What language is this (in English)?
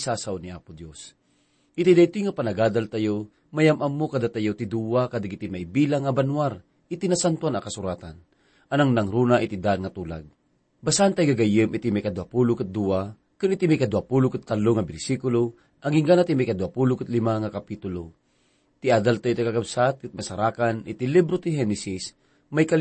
Iloko